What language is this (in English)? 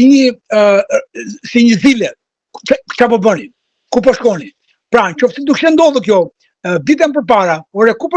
Albanian